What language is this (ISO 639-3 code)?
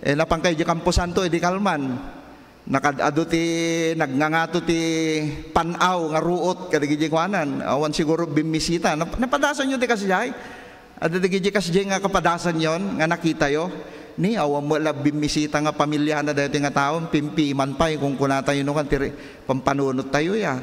ilo